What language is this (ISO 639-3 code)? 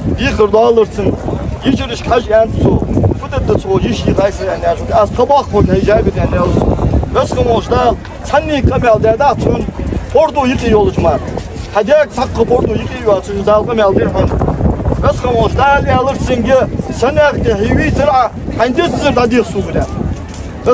inh